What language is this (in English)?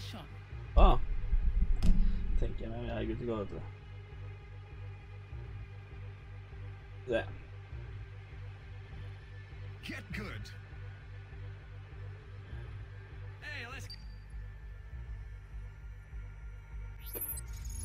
Norwegian